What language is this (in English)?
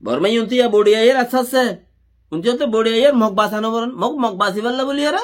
Rohingya